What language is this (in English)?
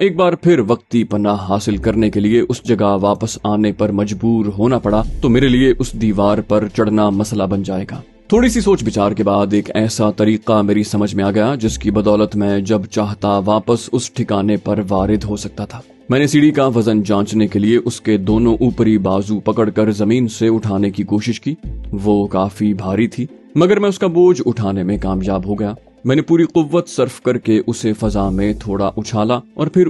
Urdu